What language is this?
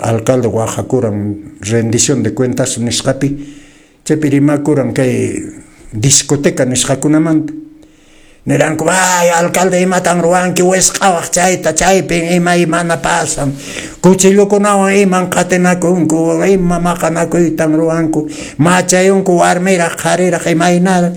Quechua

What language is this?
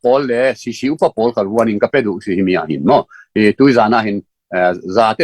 Falam Chin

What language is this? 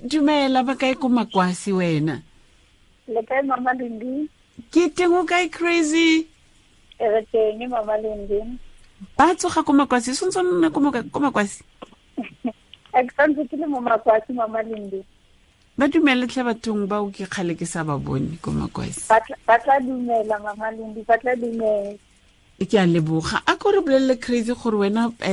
Tswana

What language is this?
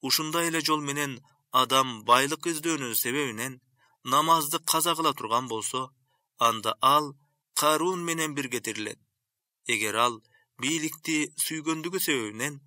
Kyrgyz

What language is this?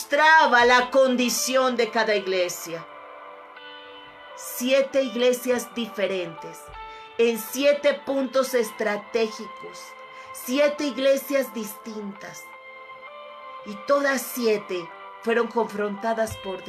Spanish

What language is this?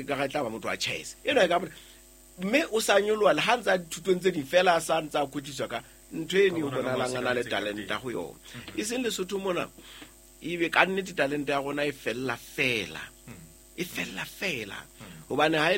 Southern Sotho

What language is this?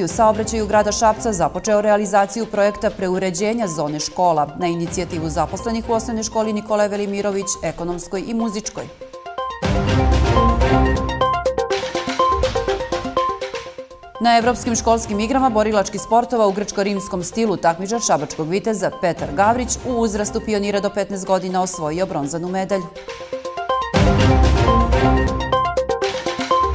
Serbian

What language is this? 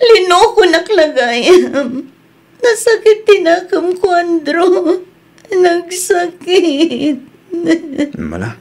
Iloko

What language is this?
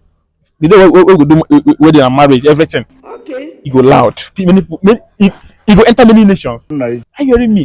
Igbo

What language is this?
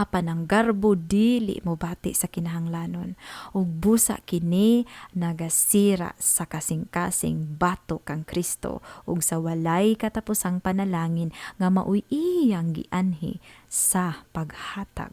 Cebuano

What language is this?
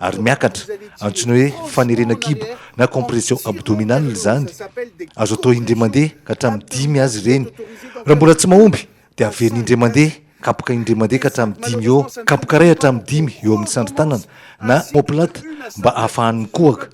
Malagasy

